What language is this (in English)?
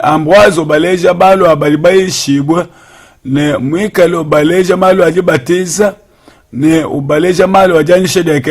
Luba-Lulua